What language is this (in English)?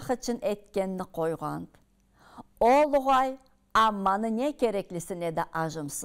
Karachay-Balkar